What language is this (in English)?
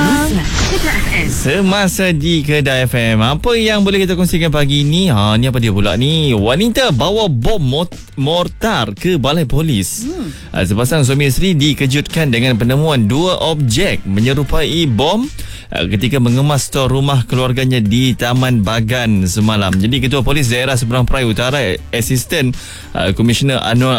Malay